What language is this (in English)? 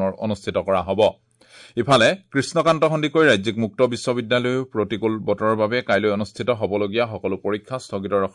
Assamese